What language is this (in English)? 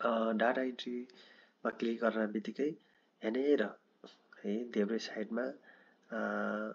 Nepali